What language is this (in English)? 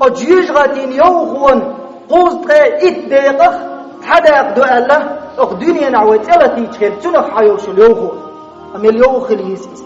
Chechen